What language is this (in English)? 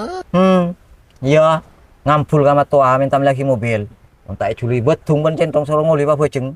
Madurese